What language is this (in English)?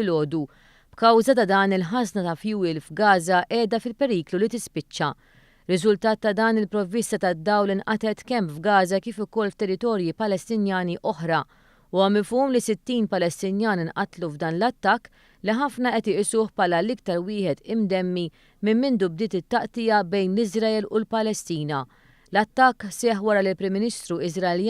Maltese